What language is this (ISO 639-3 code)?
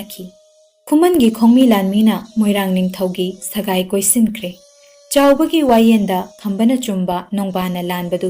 mni